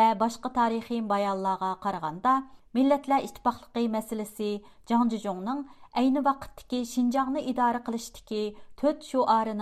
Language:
Uyghur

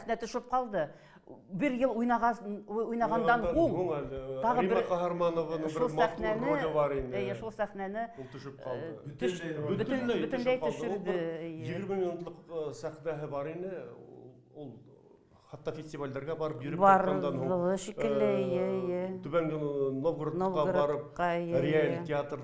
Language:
Bashkir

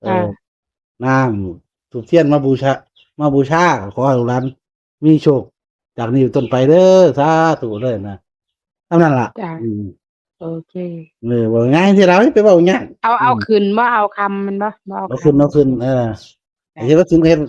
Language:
Northeastern Thai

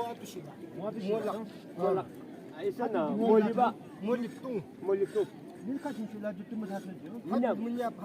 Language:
Yimchungru Naga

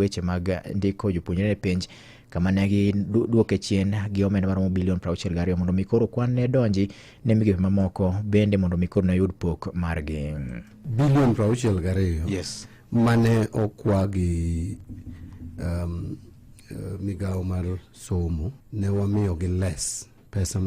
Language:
Luo (Kenya and Tanzania)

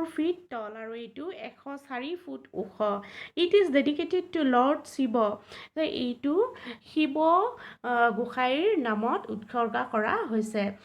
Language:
Assamese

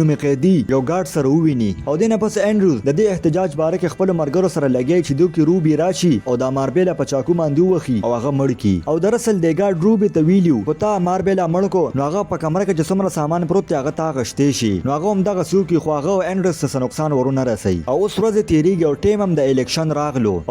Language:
Pashto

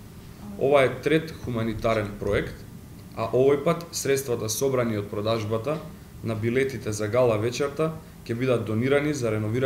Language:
Macedonian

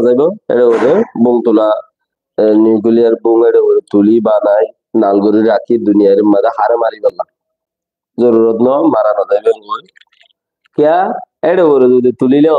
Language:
Rohingya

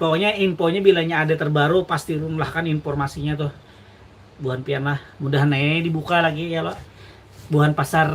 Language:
Banjar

